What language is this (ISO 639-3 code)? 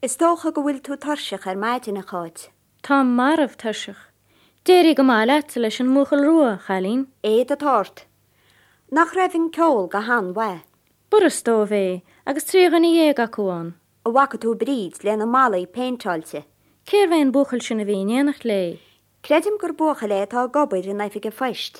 gle